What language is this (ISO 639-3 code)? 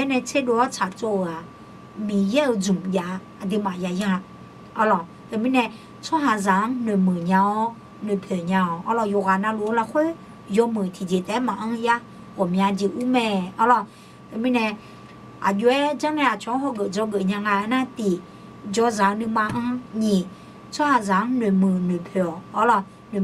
ahk